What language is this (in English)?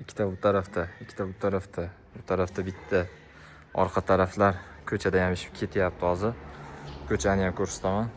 Uzbek